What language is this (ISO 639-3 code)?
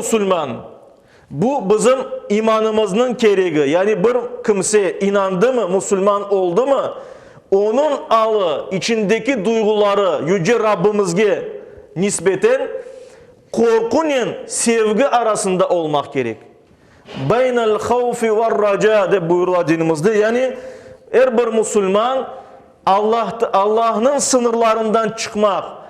crh